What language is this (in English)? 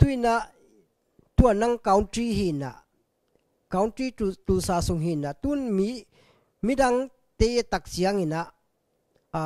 Tedim Chin